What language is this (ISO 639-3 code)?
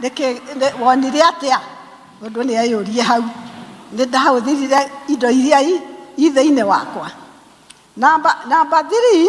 kik